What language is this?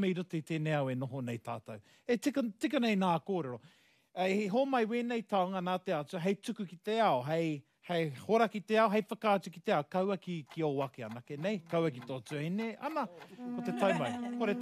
Māori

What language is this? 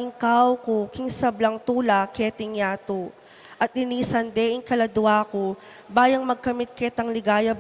Pampanga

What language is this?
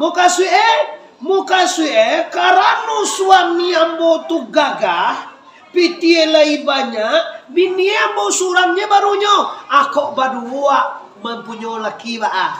Minangkabau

